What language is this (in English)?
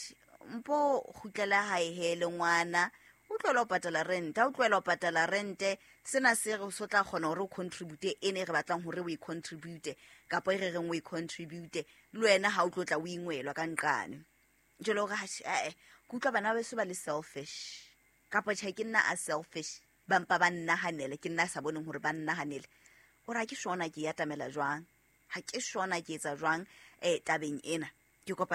Southern Sotho